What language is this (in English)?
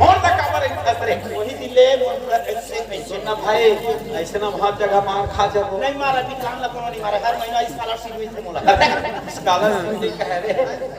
Chhattisgarhi